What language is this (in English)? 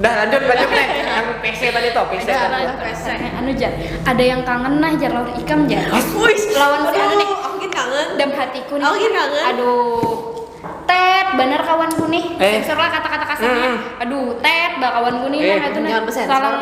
Banjar